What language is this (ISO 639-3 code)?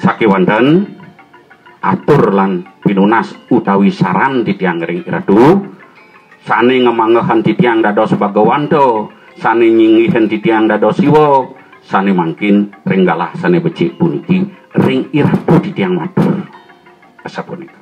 ban